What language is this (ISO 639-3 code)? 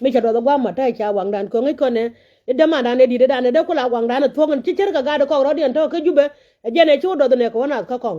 nus